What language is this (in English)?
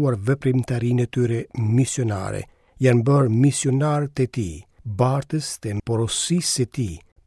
Albanian